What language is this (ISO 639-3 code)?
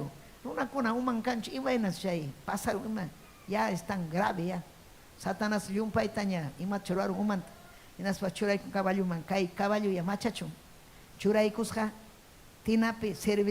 quy